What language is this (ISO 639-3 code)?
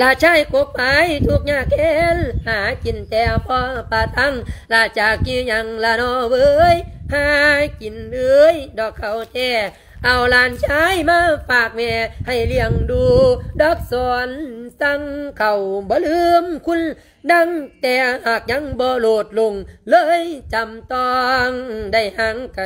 lao